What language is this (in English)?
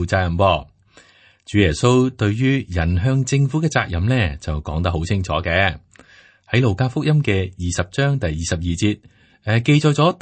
Cantonese